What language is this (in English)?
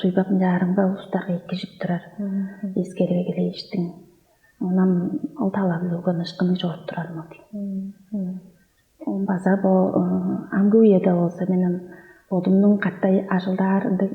Tuvinian